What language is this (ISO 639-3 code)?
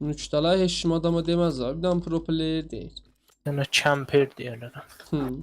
azb